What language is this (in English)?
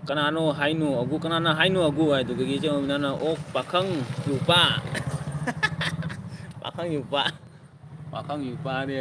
Manipuri